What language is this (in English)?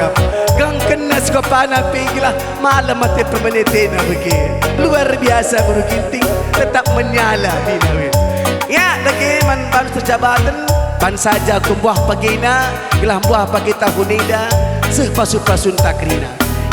Batak Karo